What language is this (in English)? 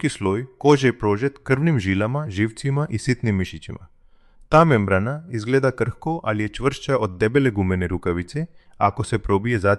Croatian